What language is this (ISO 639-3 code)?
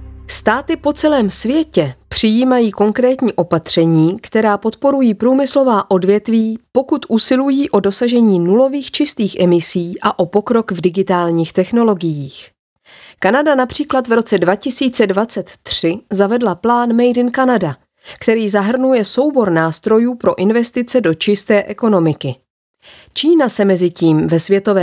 ces